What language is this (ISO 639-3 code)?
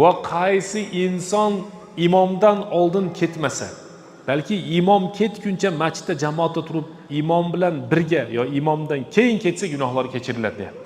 uzb